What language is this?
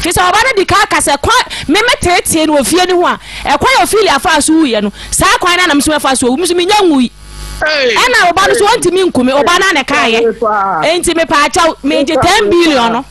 Akan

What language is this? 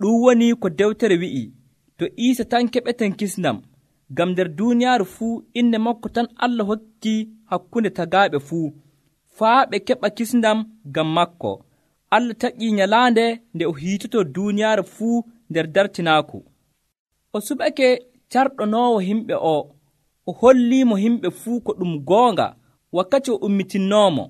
Nigerian Fulfulde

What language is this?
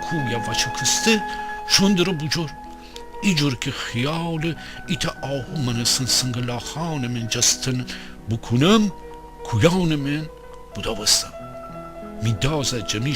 Gilaki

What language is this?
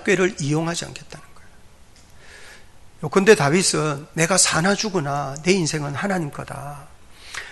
Korean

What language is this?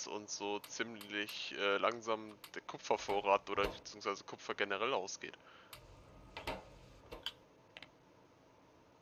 German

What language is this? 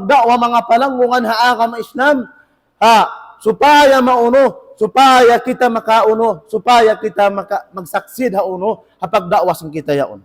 Tausug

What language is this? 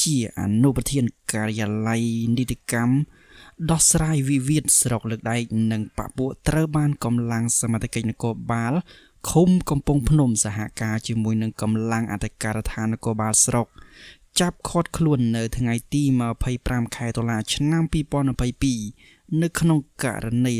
Khmer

